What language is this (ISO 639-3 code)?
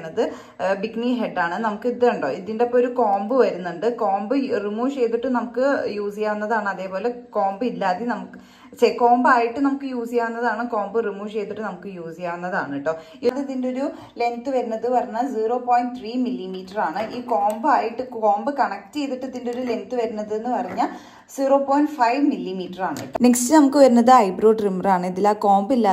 mal